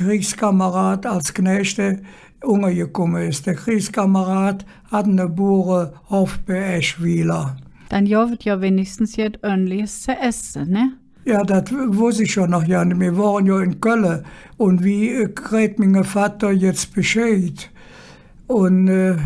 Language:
Colognian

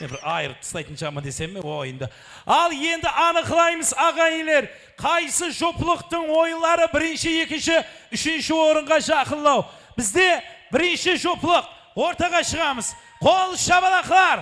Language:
Kara-Kalpak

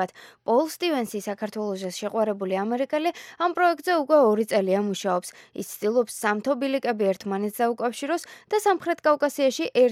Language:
Georgian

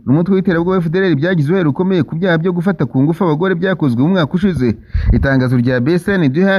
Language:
Kinyarwanda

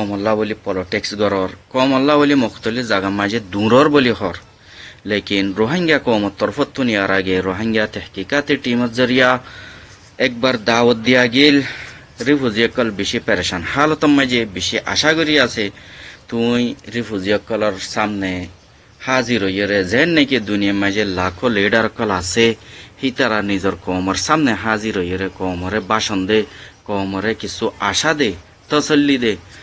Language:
Rohingya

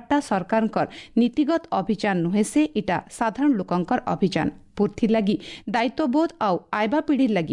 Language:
Odia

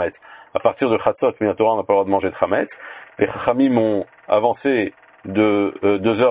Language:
French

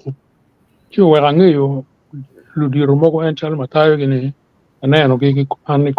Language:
Acoli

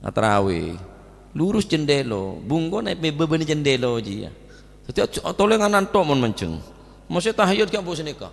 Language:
Madurese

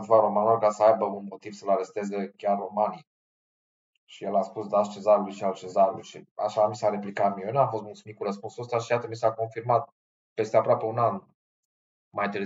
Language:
Romanian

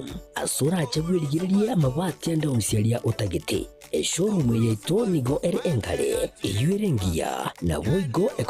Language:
Gusii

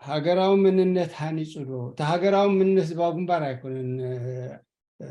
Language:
Tigrinya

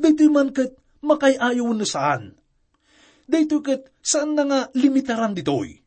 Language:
Iloko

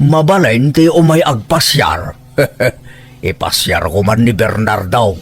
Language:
Iloko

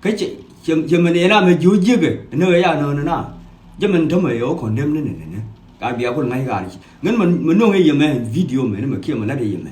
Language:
Nuer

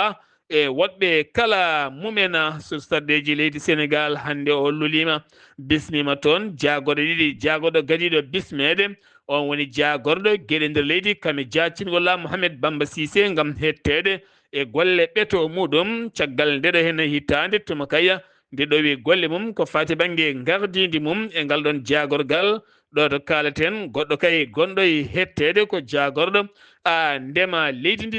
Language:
Fula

